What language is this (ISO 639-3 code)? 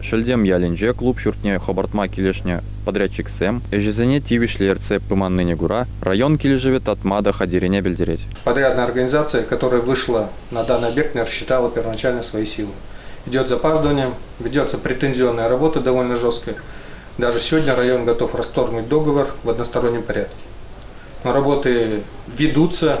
chv